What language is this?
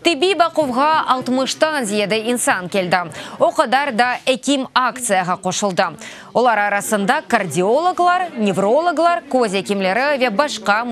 Crimean Tatar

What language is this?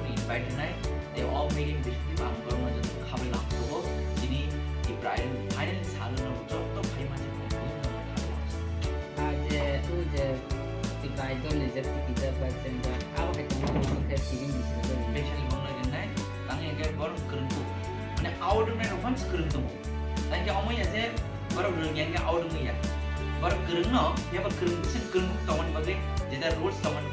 Kok Borok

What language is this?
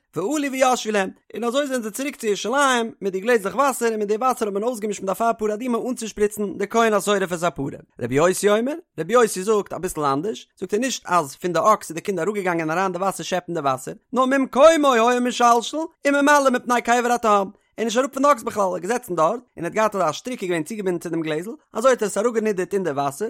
Yiddish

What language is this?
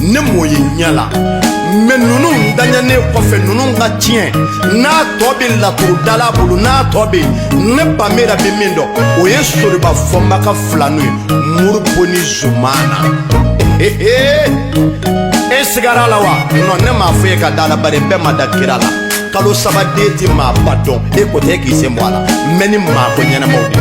Bambara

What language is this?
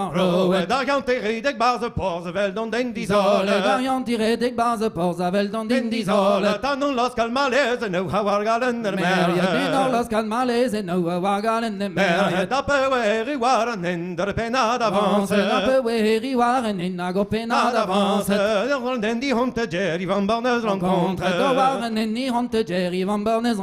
Breton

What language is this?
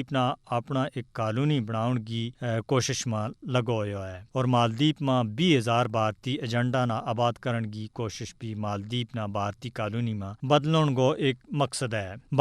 Gujari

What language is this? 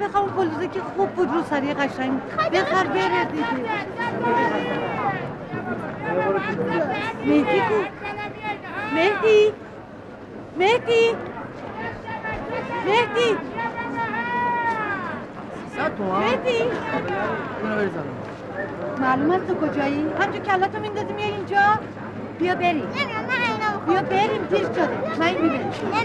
Persian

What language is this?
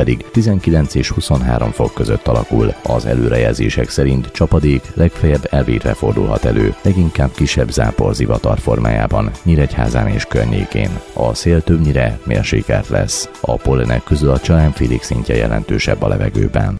Hungarian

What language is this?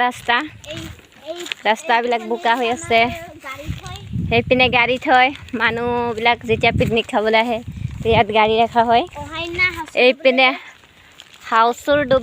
Assamese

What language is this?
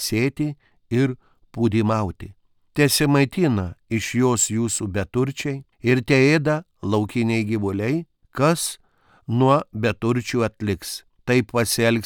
Lithuanian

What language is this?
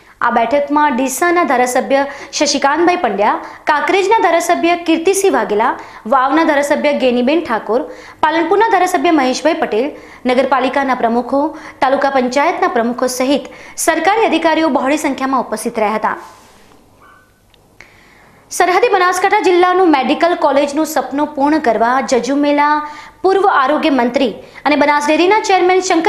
Gujarati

